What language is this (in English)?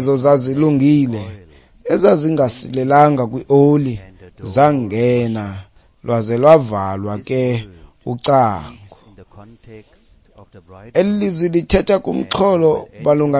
Xhosa